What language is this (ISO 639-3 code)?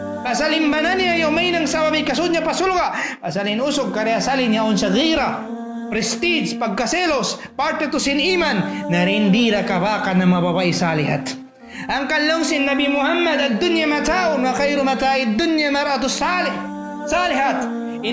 tsg